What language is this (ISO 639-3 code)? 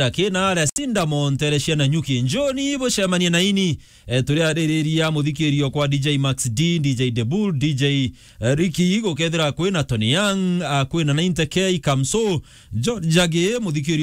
mer